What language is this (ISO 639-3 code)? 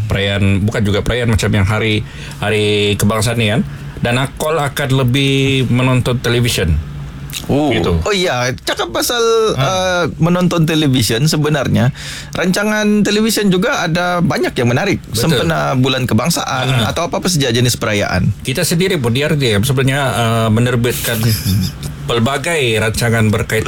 msa